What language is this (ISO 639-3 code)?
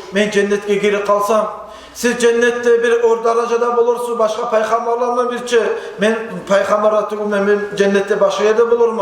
kum